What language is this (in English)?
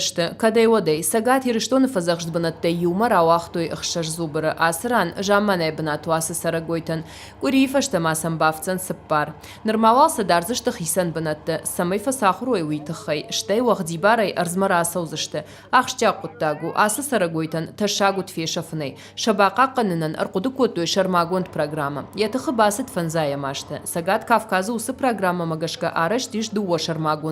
Ossetic